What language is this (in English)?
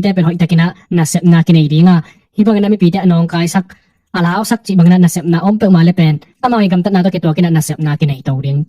Tedim Chin